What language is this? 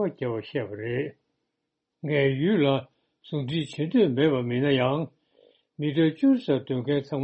Tibetan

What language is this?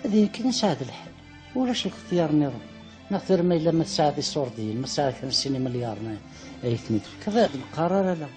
Kabyle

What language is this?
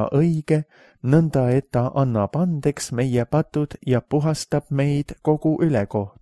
Estonian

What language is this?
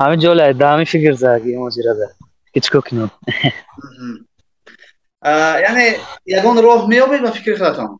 Tajik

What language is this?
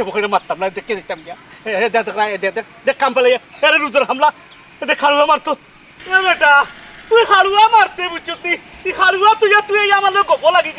Sylheti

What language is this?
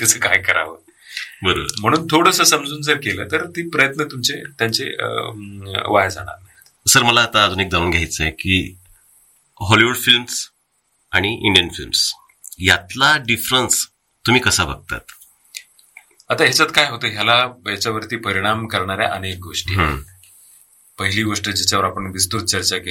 Marathi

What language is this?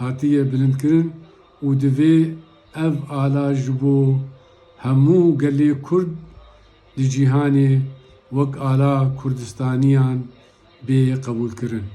Kurdish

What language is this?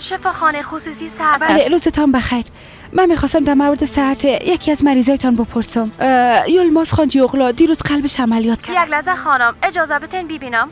Persian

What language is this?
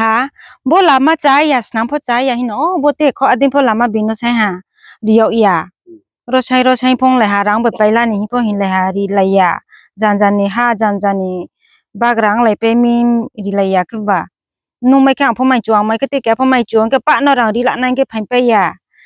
Riang (India)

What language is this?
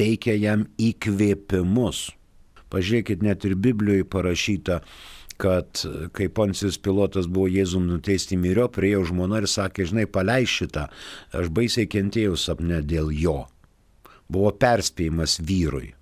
Lithuanian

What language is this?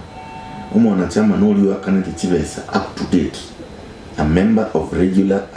Gusii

